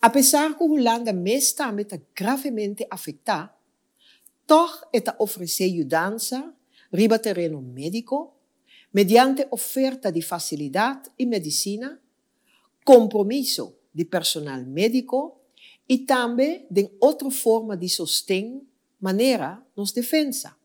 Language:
Papiamento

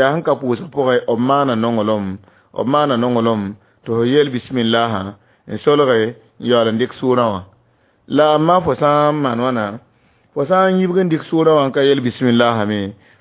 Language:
Mossi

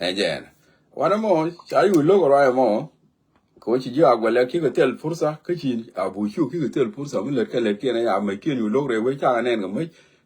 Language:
Nuer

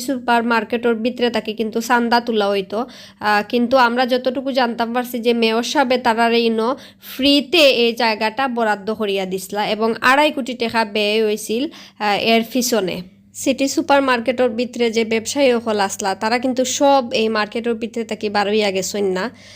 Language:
Sylheti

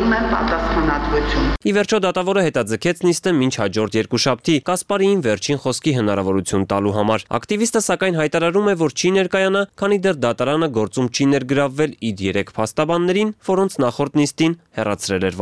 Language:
Armenian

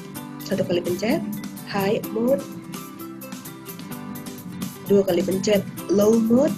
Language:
Indonesian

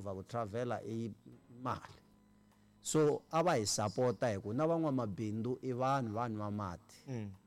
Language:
Tsonga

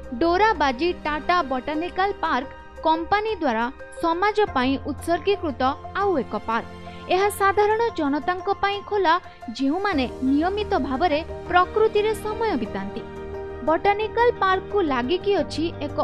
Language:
Odia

